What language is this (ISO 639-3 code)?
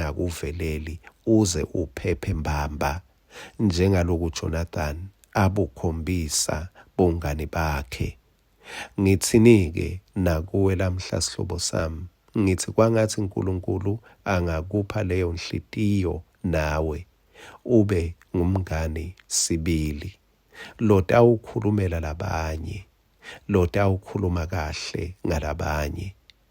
ssw